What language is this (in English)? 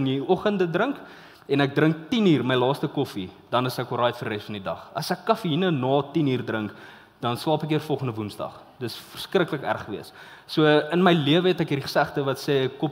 Afrikaans